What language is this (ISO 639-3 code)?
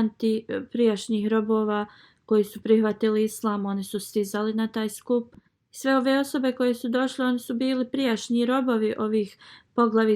bos